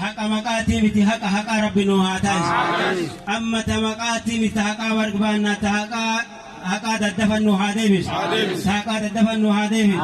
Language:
Oromo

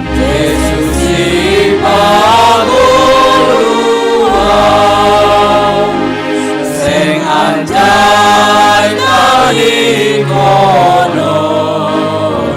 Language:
Batak Simalungun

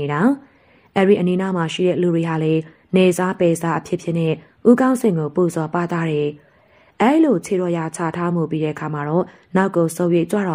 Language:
Burmese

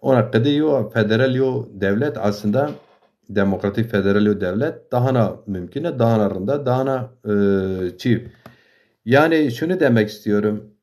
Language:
Zaza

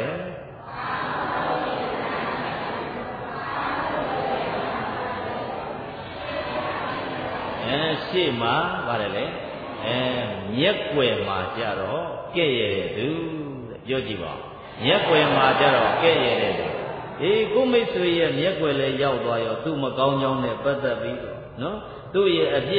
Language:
Burmese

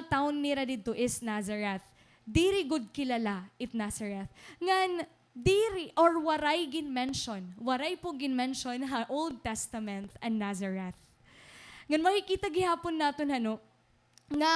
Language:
Waray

